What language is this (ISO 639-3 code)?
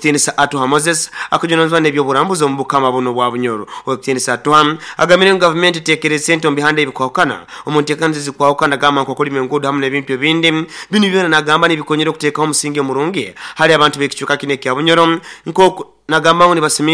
nyo